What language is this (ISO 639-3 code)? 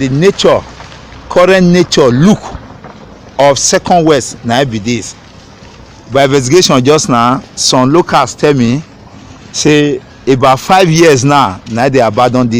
pcm